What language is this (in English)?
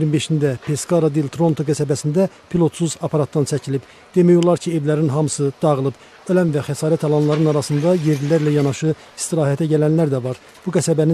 Azerbaijani